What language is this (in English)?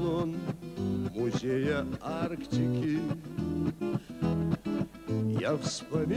Russian